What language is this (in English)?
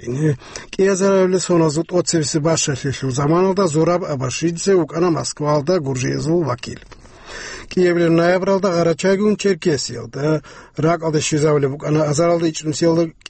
Avaric